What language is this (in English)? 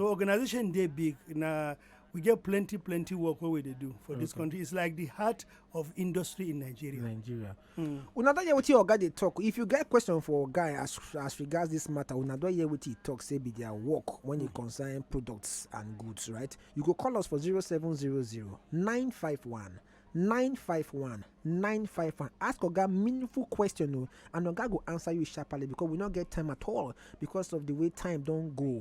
Nigerian Pidgin